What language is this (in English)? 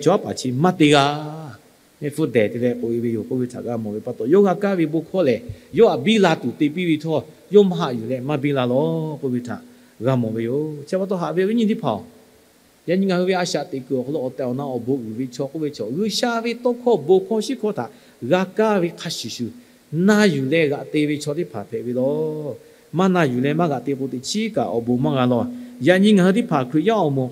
Lahu